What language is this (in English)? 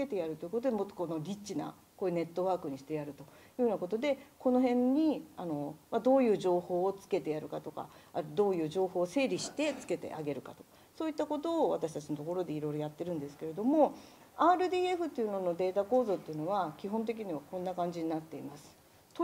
Japanese